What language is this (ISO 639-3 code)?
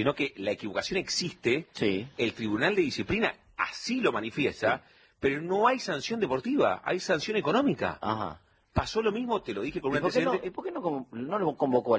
spa